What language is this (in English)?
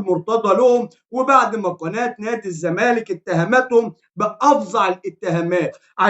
Egyptian Arabic